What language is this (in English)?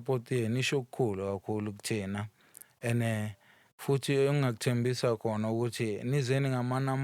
Zulu